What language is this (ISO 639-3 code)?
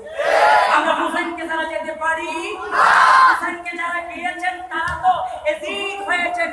ben